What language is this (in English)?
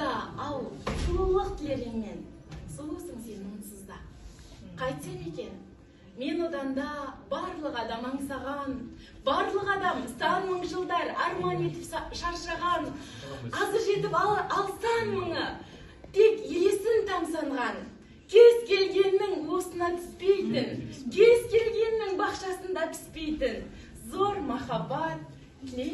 Kazakh